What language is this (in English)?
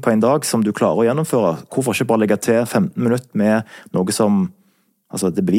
Norwegian